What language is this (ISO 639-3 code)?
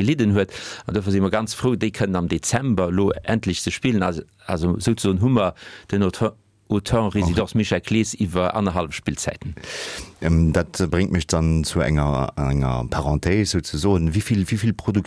ltz